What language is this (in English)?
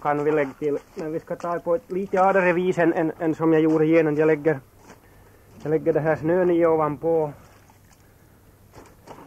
Swedish